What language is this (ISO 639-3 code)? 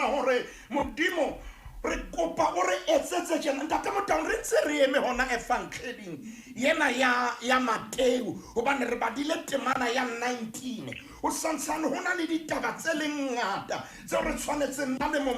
sot